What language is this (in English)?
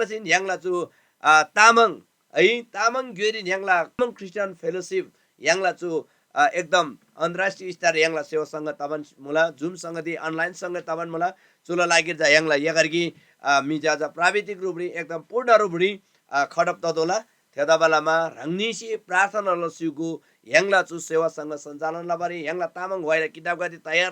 Eastern Tamang